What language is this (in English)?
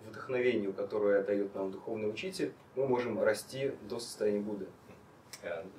Russian